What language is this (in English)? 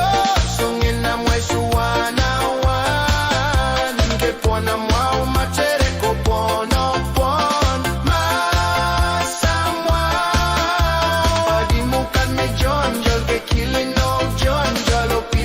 Pohnpeian